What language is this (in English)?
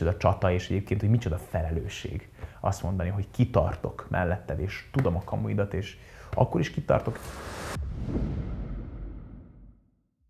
Hungarian